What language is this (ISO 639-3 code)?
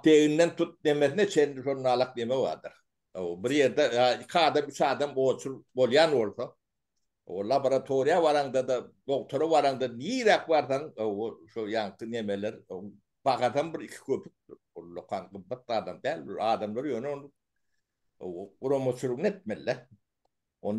tuk